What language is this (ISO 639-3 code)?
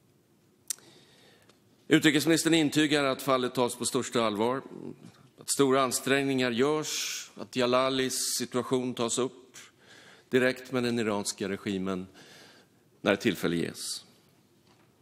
swe